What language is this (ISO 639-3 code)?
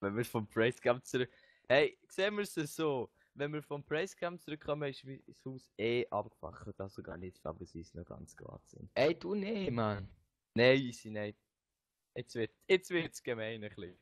gsw